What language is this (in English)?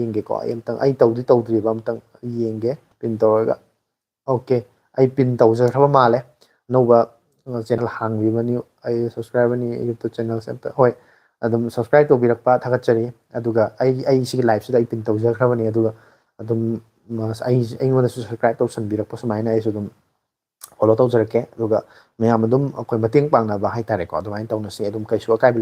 Manipuri